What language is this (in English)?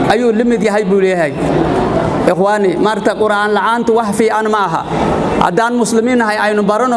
Somali